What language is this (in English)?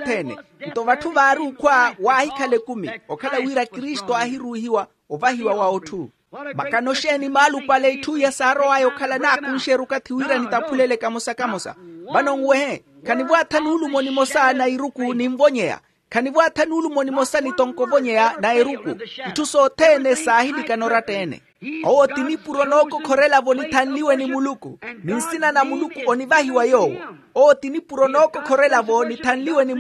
Makhuwa